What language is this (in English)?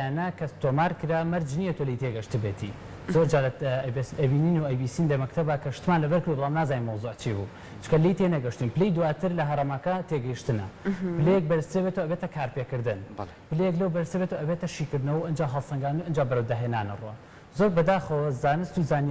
Central Kurdish